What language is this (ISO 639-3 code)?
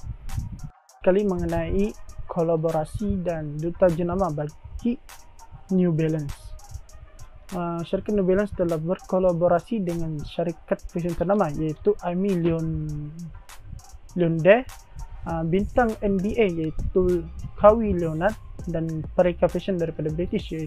msa